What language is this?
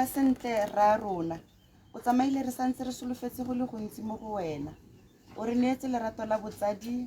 Tswana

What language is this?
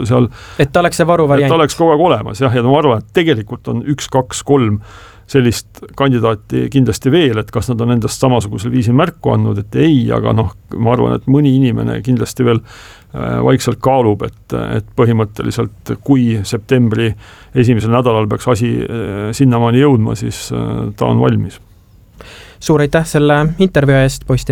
Estonian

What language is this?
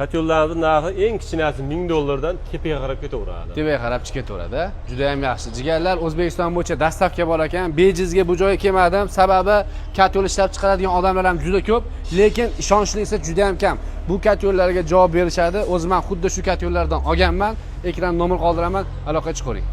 Uzbek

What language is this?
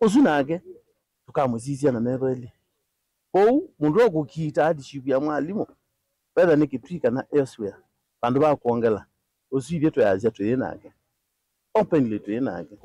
Kamba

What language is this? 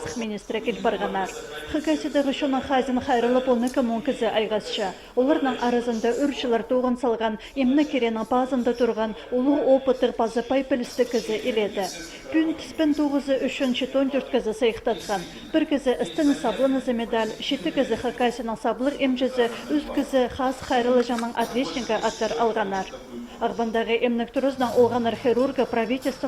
Khakas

